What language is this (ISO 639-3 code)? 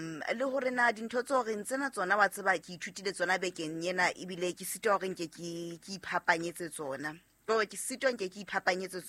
sot